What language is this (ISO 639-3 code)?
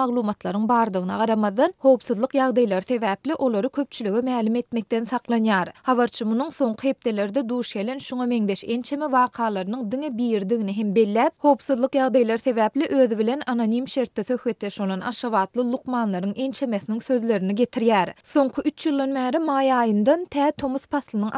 tuk